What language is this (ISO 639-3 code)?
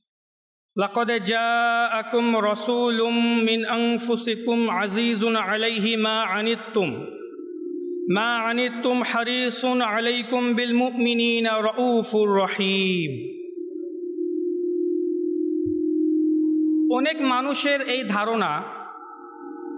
ben